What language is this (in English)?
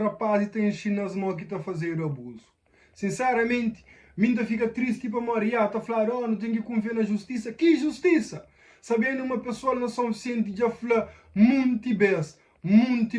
Kabuverdianu